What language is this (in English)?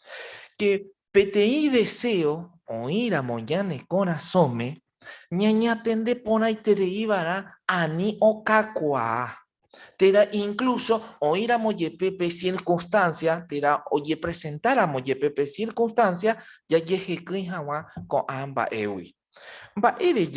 Guarani